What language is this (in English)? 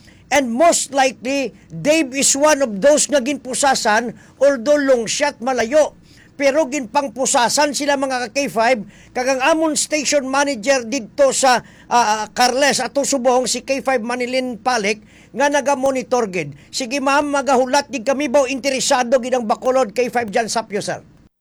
Hiligaynon